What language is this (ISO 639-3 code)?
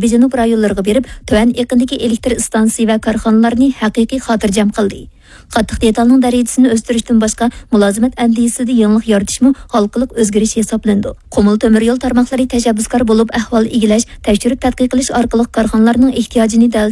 uig